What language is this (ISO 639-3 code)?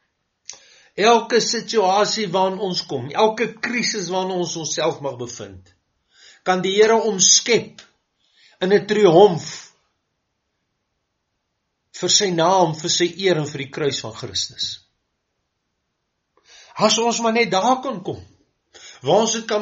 afr